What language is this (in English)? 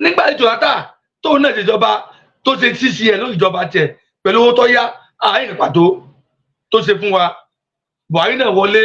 Yoruba